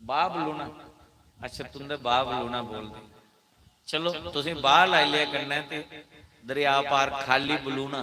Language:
Dogri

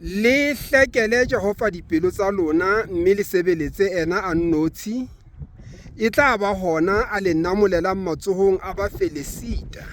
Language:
Southern Sotho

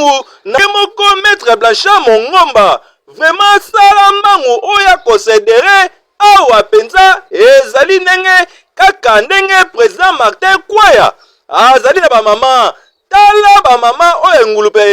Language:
Lingala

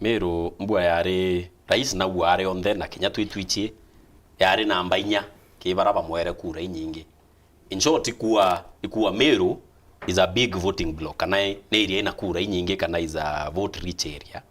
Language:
Meru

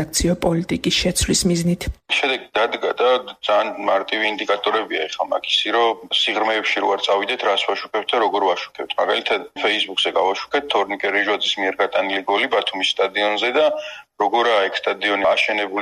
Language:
Georgian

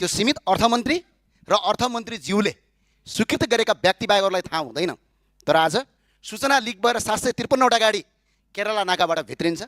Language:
Nepali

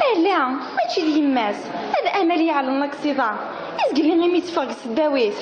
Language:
Kabyle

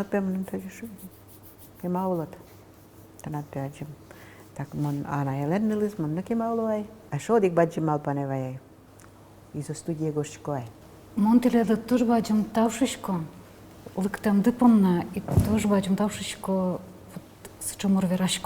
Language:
Udmurt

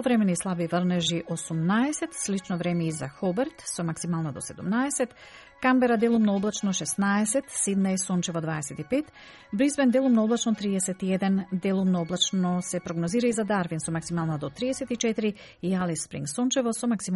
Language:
Macedonian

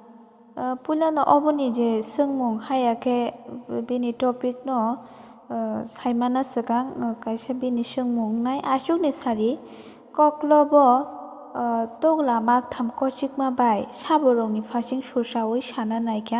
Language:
Kok Borok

